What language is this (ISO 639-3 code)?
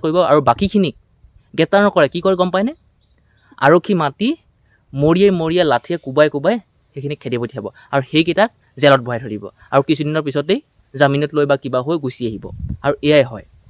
asm